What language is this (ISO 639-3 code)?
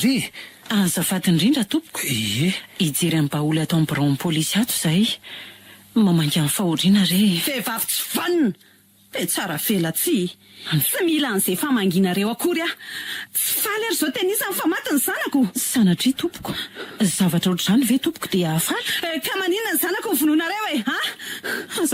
mlg